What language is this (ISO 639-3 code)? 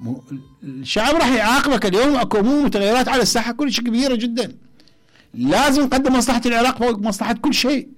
acm